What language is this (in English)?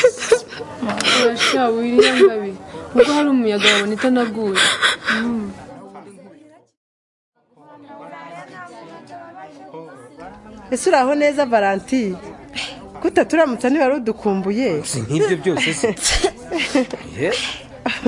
Kinyarwanda